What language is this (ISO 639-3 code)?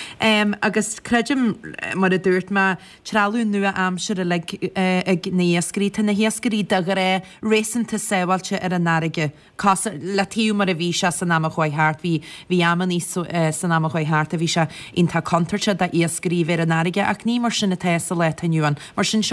gle